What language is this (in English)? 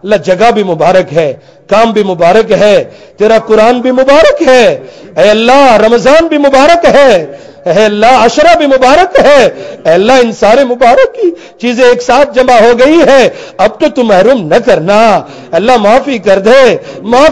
Urdu